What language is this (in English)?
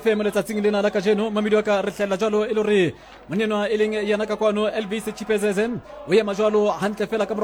Southern Sotho